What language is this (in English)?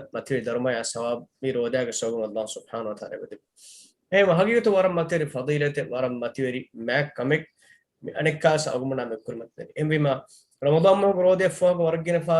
Divehi